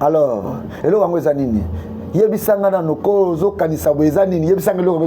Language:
Lingala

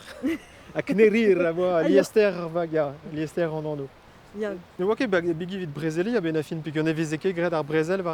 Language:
Breton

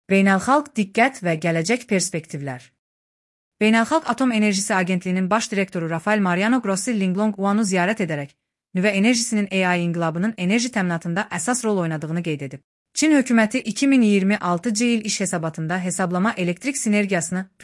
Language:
Azerbaijani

